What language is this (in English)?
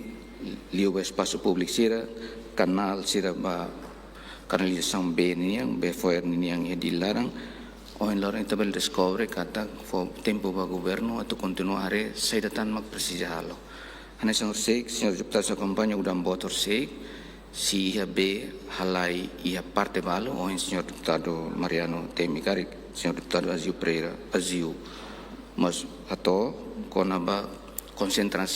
Tetum